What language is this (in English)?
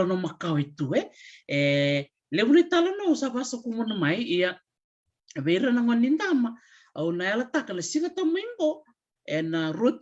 Fijian